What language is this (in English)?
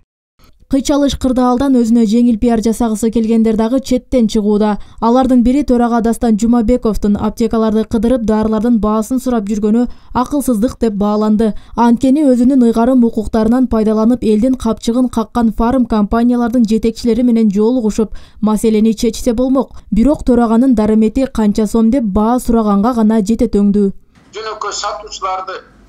Kyrgyz